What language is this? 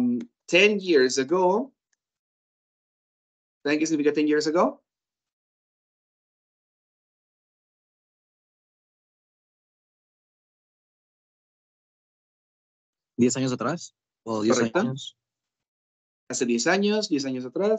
Spanish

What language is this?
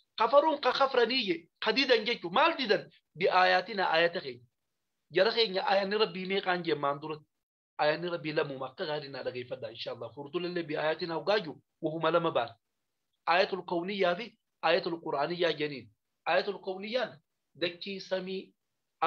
Oromo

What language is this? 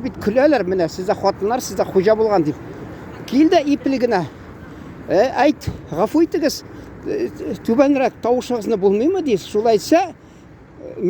Tatar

